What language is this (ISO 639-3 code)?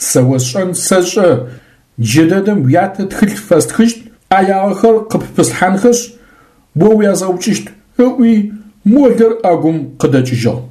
ady